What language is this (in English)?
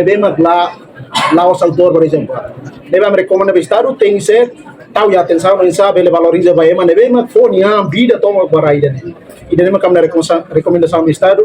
Tetum